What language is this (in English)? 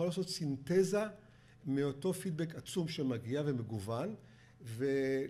Hebrew